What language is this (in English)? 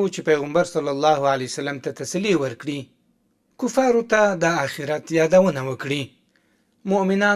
Pashto